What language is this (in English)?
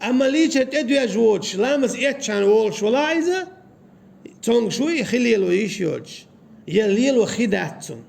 Chechen